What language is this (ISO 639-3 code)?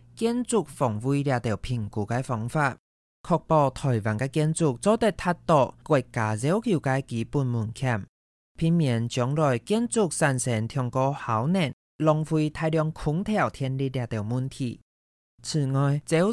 hak